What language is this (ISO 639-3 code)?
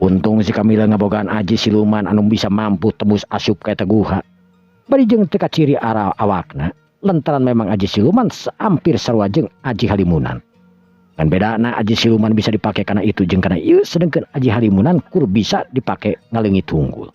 sun